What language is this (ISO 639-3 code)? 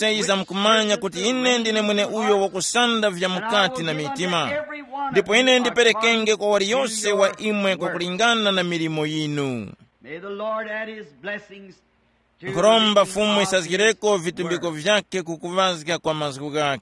tum